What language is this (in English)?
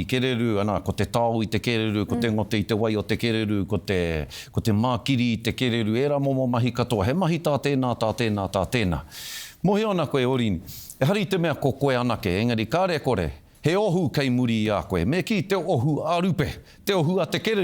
Māori